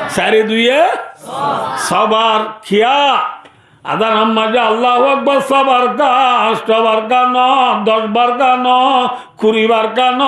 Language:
Rohingya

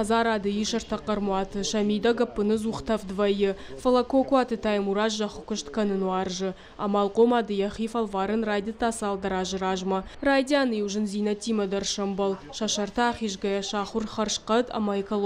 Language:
Ossetic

